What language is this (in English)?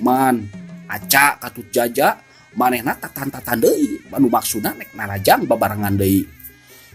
Sundanese